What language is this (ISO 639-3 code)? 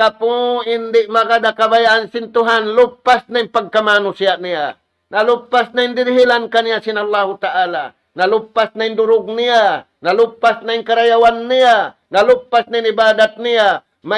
tsg